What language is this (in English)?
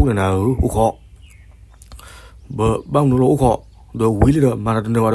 S'gaw Karen